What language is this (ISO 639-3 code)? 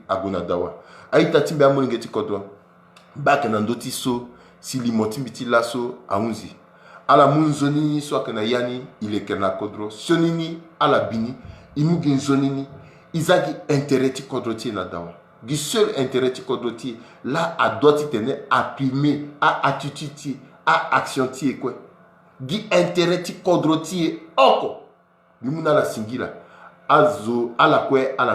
sag